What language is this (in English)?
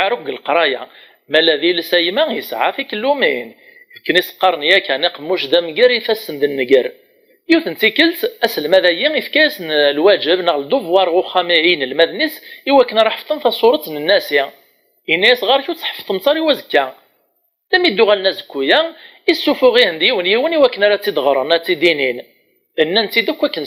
Kabyle